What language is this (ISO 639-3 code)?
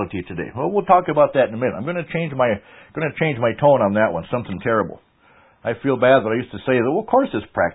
eng